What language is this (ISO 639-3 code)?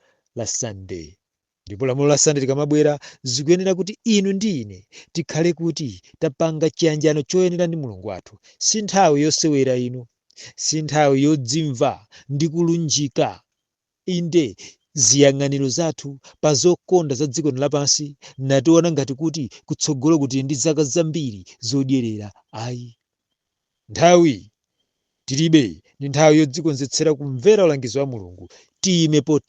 nya